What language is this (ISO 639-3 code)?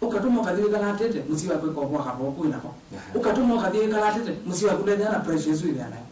kam